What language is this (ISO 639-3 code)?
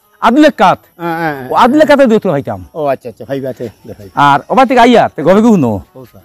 syl